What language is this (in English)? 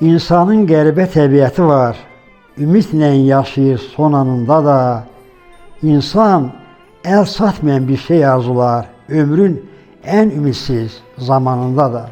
Azerbaijani